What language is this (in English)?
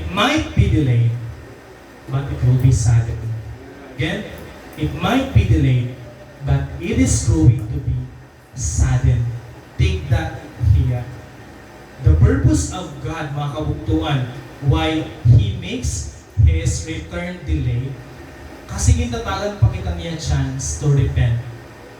Waray